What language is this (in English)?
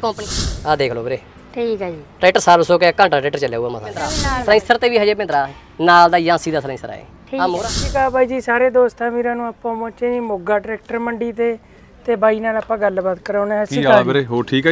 Punjabi